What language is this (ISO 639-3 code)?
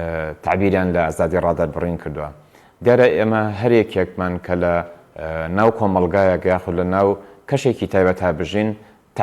ckb